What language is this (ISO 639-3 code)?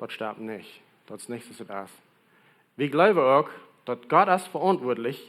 pdt